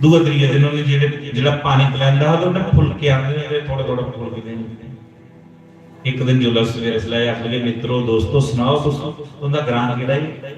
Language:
Dogri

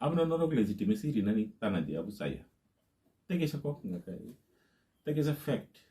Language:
Kok Borok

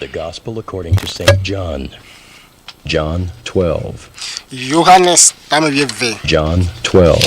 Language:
Ewe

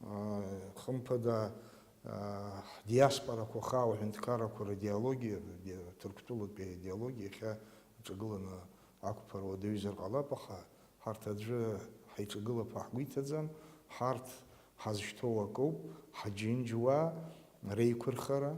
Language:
Abkhazian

